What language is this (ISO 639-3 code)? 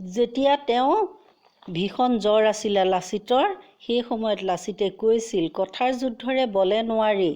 asm